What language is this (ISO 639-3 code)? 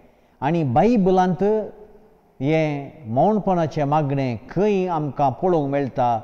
kok